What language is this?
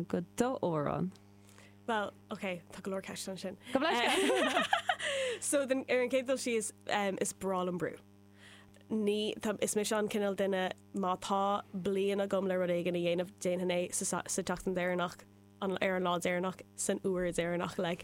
Irish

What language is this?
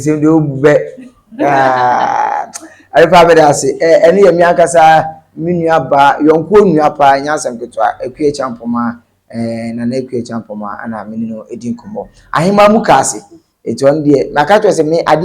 Akan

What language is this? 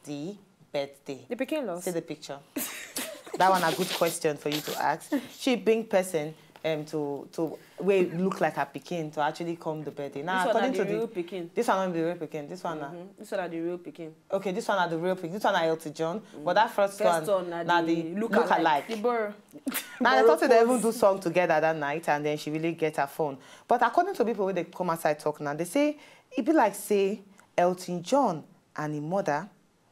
Nigerian Pidgin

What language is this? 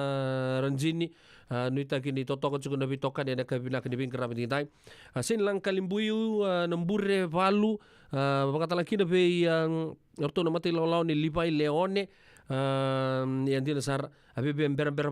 Fijian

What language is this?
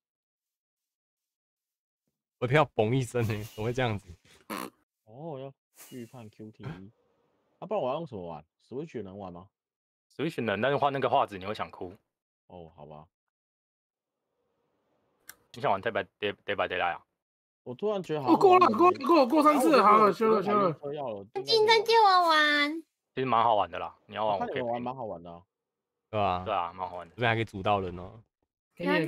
Chinese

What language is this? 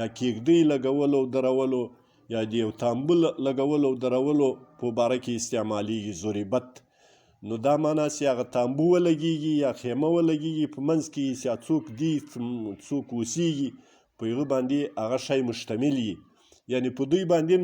Pashto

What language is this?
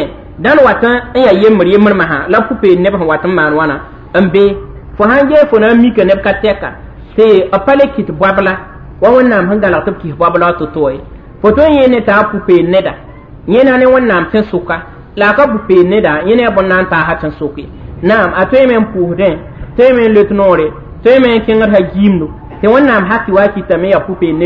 Mossi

